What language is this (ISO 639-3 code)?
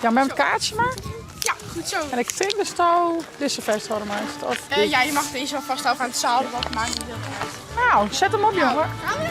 fry